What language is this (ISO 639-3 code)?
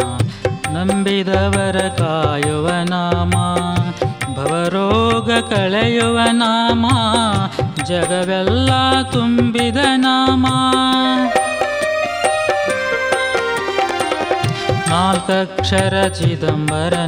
kan